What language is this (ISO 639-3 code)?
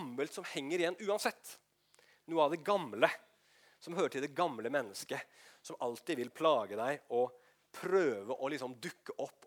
nor